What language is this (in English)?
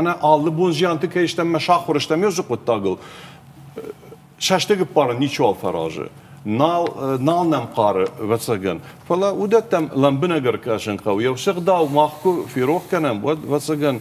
Ossetic